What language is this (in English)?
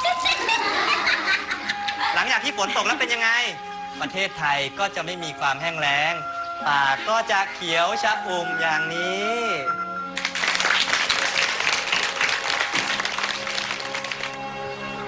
Thai